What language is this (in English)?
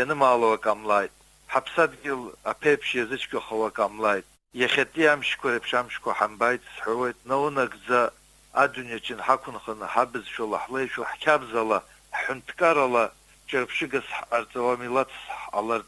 Abkhazian